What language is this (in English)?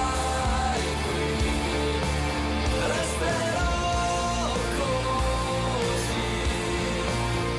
Italian